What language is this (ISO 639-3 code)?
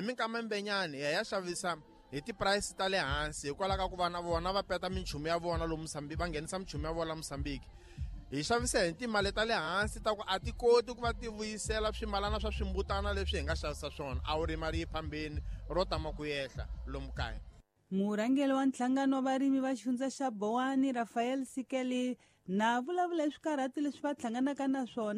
tso